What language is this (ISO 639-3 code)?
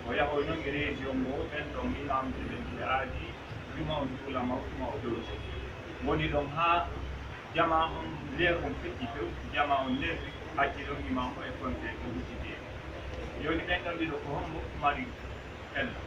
fuf